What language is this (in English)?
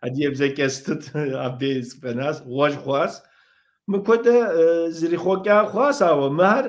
Kabardian